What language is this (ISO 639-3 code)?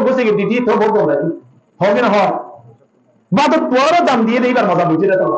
rhg